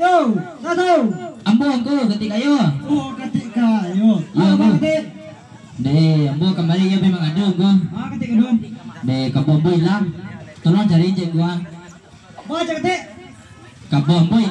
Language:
Minangkabau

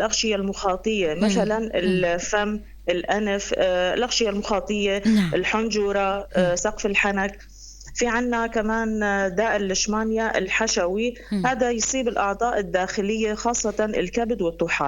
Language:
North Levantine Arabic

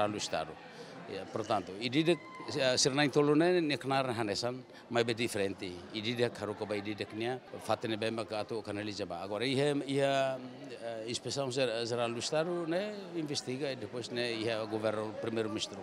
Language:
Tetum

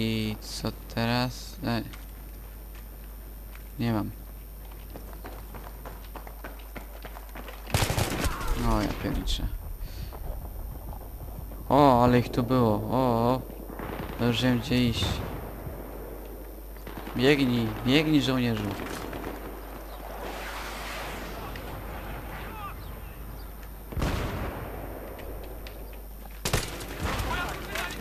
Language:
Polish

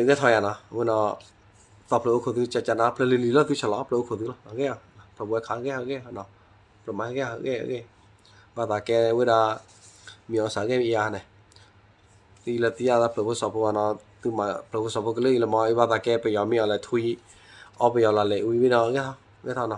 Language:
S'gaw Karen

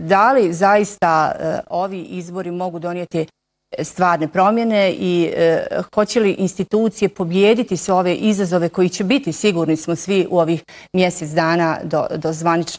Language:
Bosnian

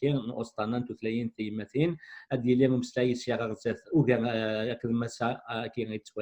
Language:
Kabyle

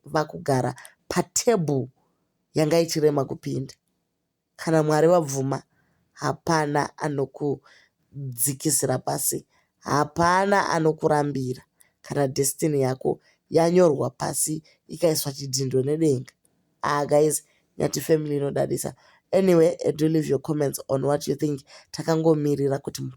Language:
Shona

